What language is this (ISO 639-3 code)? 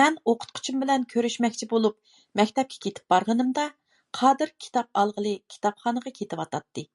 uig